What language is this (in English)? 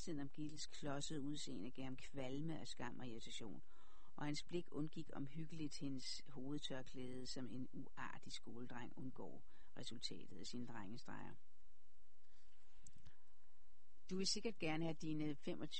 Danish